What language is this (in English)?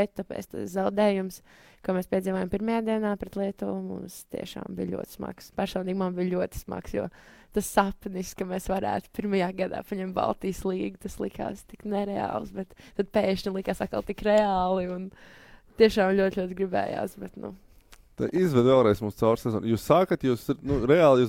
Latvian